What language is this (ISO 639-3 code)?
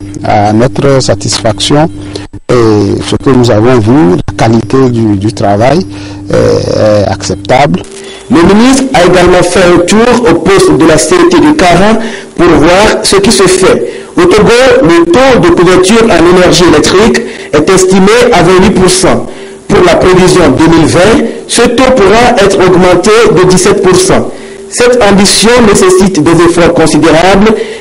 fra